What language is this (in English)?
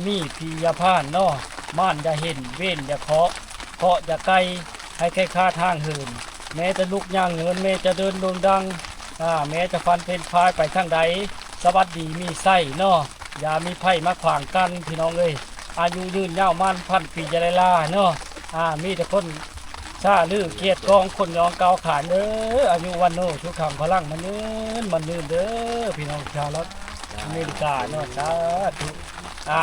Lao